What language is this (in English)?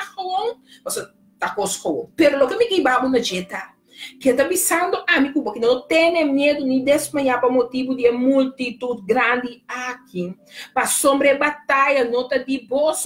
Papiamento